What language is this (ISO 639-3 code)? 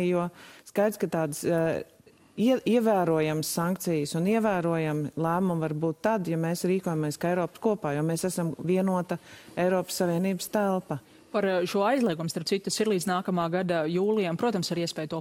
lav